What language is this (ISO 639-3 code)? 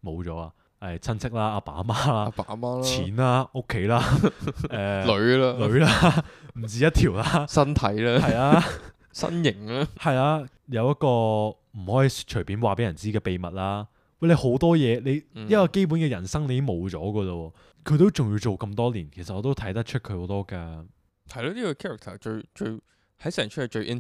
yue